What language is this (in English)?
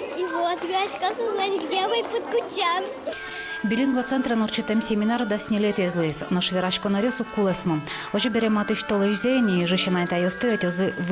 Udmurt